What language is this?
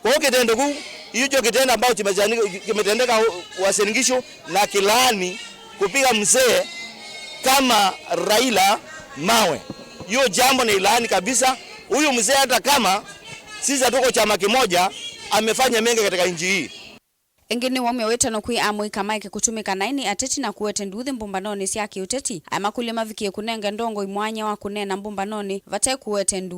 Kamba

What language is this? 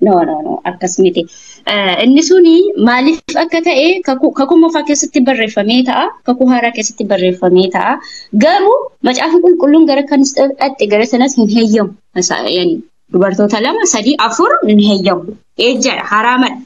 Oromo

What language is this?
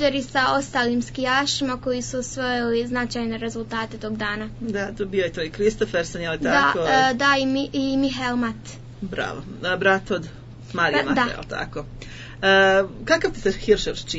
Croatian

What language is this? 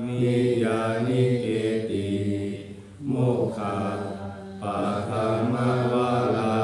Pali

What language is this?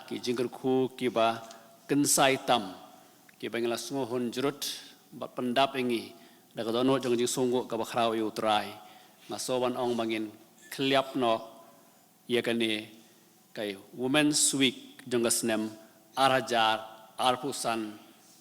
Khasi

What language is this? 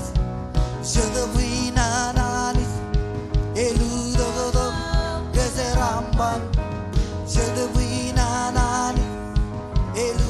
Marshallese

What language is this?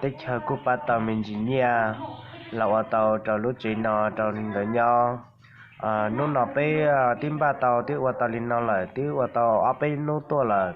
Hmong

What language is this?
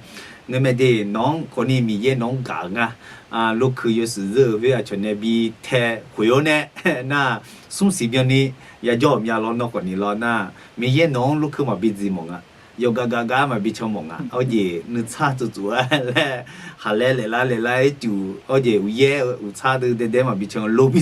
Akha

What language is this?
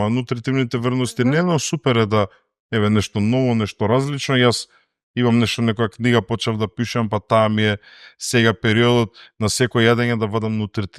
Macedonian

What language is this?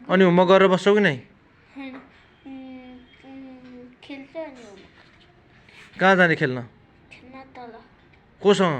Nepali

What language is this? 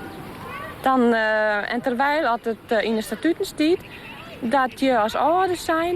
Western Frisian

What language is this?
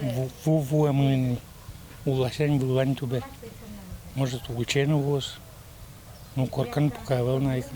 Udmurt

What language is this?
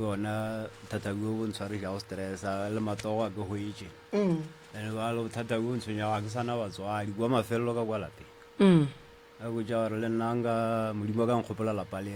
Northern Sotho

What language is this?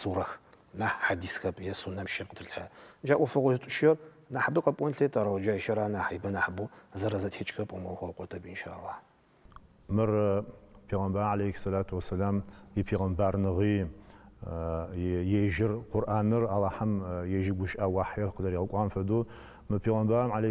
Adyghe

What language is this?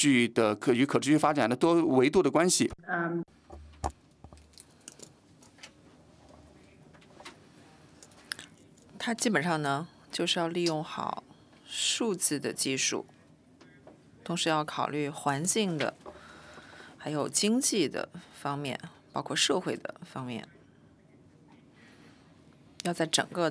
Chinese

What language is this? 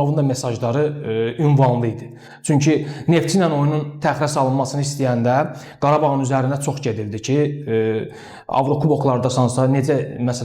Azerbaijani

